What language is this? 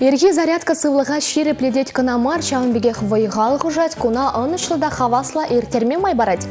Chuvash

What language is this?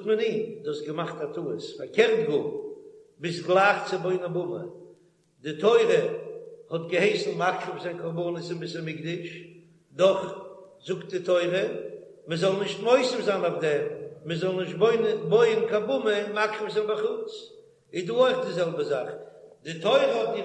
Yiddish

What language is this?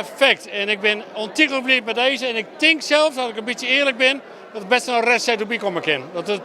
Western Frisian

